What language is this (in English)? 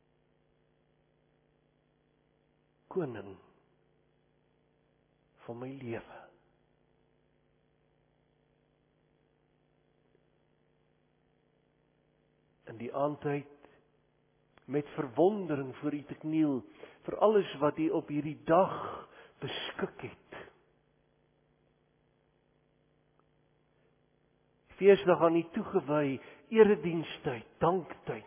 Afrikaans